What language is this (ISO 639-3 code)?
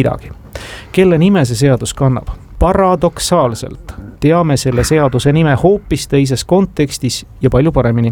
est